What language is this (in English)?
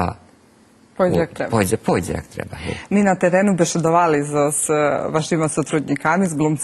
Rusyn